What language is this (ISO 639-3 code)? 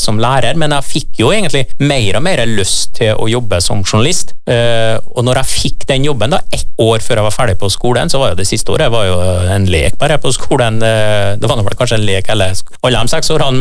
nor